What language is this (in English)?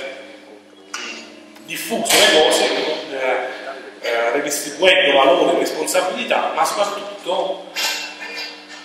Italian